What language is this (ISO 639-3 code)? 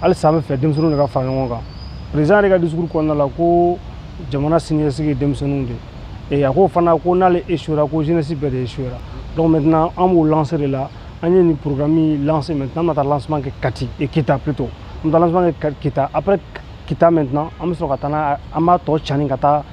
bam